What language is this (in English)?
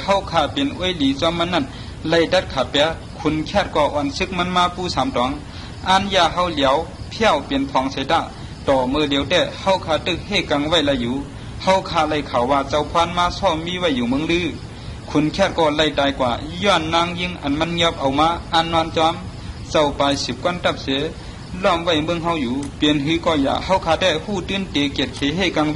Shan